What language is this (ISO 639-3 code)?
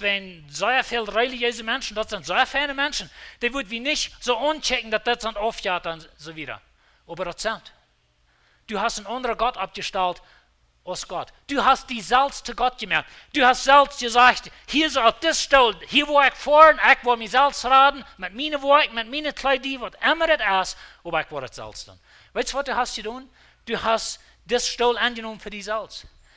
pdt